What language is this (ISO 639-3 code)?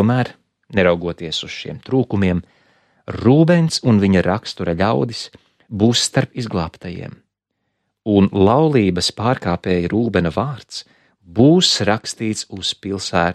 lav